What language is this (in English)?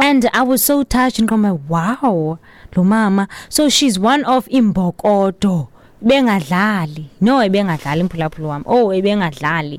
Xhosa